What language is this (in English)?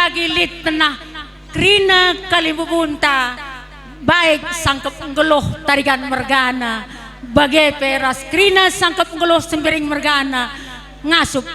Batak Karo